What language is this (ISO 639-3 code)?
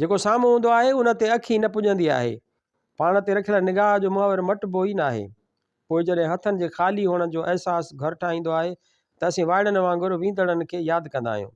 snd